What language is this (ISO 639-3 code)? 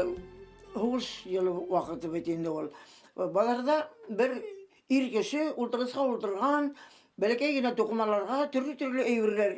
bak